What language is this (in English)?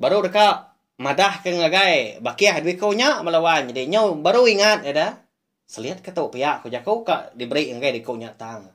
Iban